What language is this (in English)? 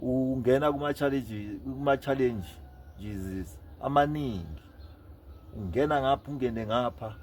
Zulu